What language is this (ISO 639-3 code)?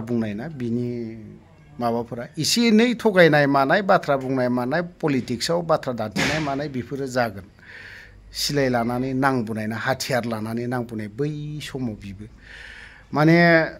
brx